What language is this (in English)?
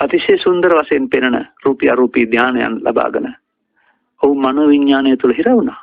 Sinhala